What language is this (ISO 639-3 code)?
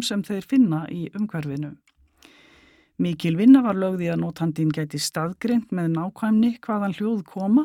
isl